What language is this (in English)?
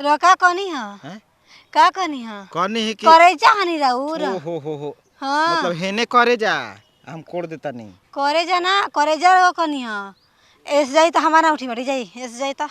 Bhojpuri